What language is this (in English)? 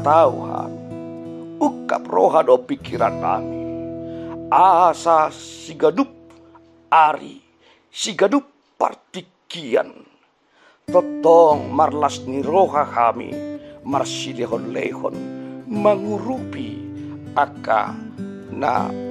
Batak Toba